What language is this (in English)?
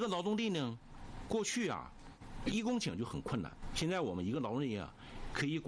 Chinese